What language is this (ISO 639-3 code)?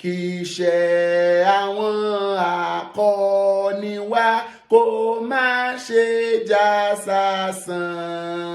yor